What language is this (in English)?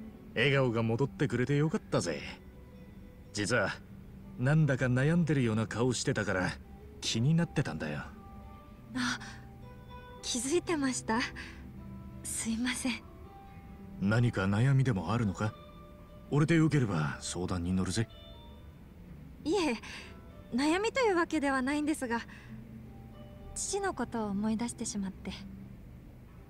Japanese